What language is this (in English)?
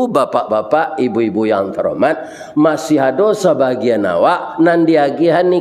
Minangkabau